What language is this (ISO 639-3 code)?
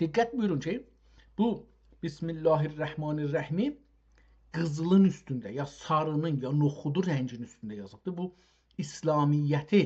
azb